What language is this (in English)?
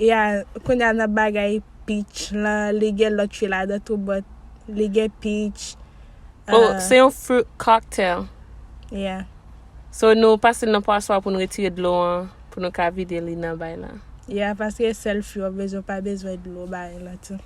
Haitian Creole